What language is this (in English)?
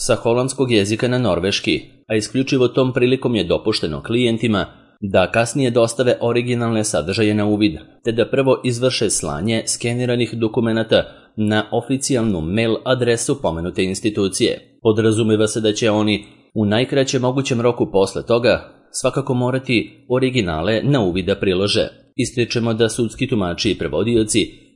Serbian